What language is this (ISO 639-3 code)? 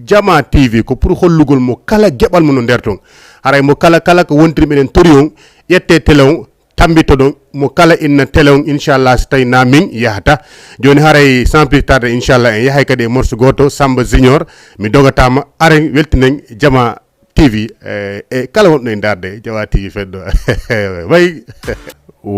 ful